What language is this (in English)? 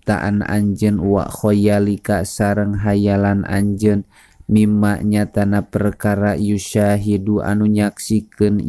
Sundanese